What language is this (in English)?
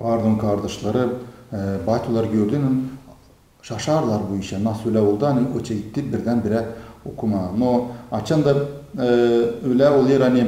Gagauz